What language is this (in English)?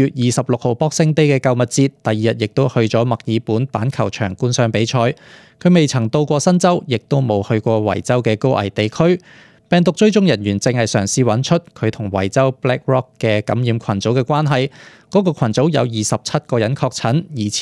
Cantonese